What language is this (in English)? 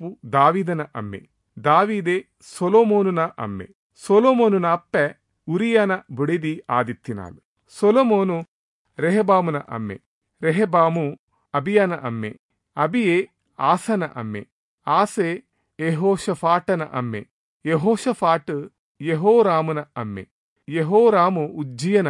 Tulu